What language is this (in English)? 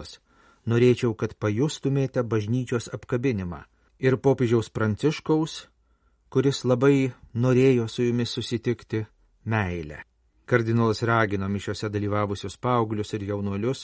Lithuanian